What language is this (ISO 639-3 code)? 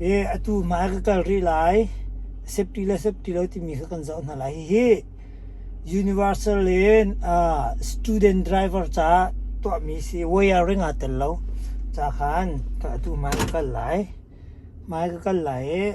cnh